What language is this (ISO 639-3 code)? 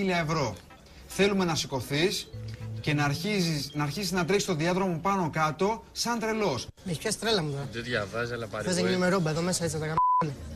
ell